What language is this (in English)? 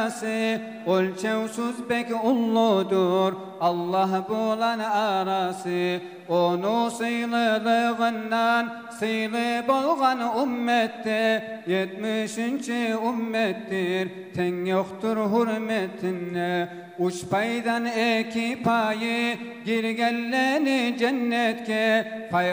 Kumyk